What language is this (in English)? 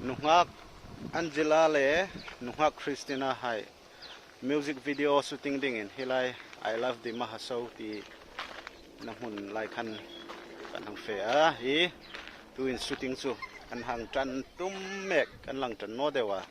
Hmar